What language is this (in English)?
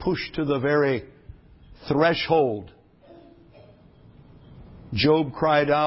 English